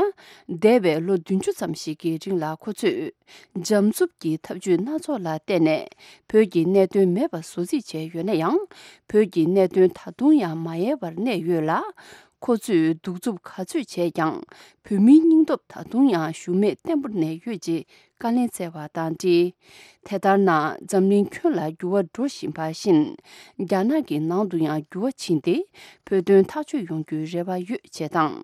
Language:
Tibetan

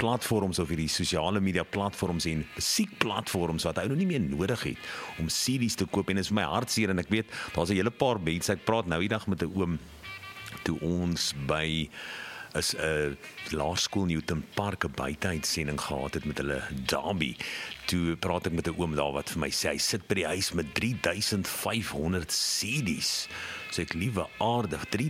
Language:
Afrikaans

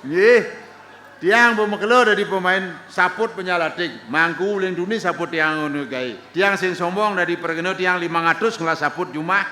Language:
Balinese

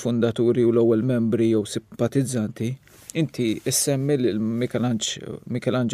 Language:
Maltese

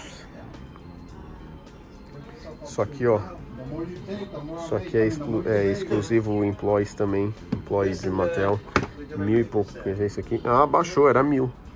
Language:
Portuguese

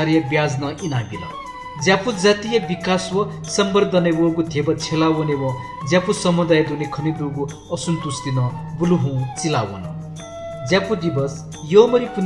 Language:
Newari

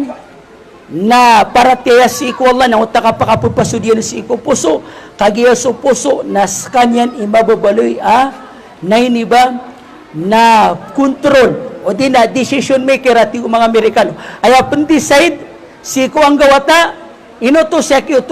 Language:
Maranao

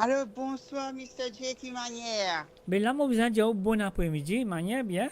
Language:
Morisyen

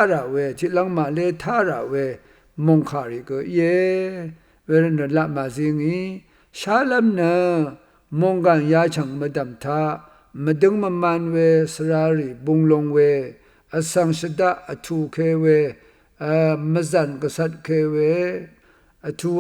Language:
Rawang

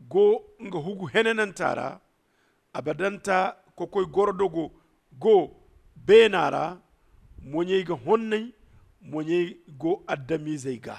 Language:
Zarma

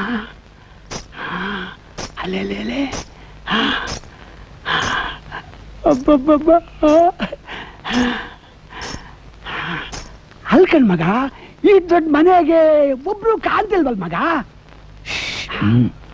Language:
Kannada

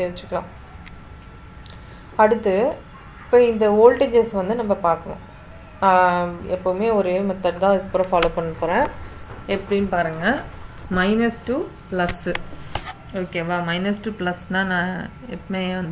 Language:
Tamil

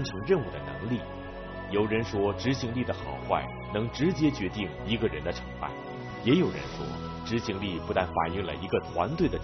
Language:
Chinese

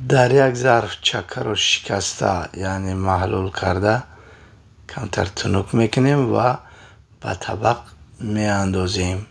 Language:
Tajik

